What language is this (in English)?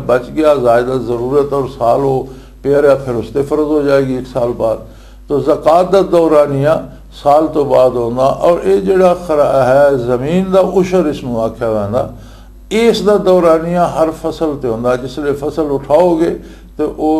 Western Panjabi